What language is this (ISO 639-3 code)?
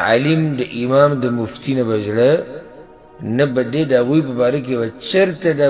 pus